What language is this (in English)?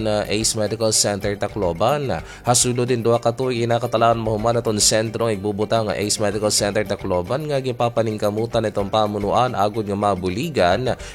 Waray